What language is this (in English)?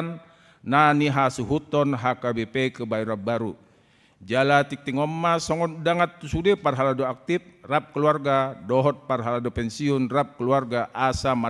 Batak Toba